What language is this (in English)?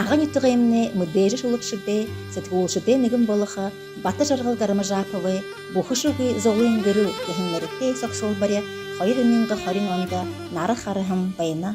Buriat